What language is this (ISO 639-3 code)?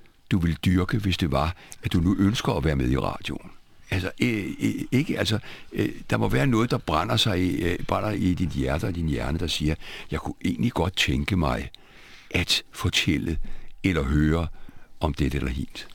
dan